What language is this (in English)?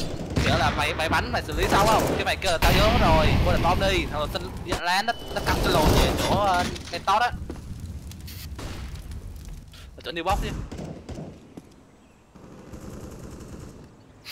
Vietnamese